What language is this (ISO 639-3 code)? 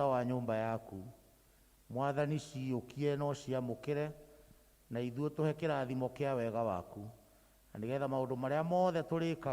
kik